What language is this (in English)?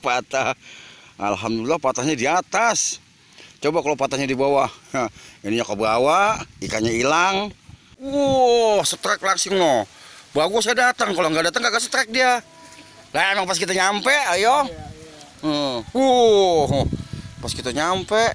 Betawi